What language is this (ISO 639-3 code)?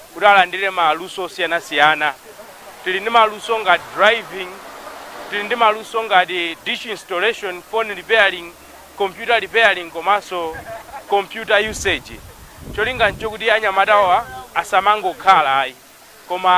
nya